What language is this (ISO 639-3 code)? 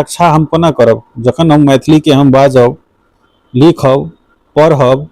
mai